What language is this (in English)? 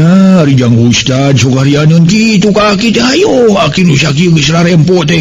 Sundanese